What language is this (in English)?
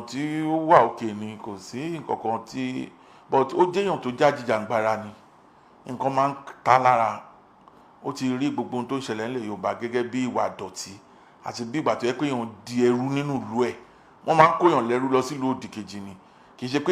Yoruba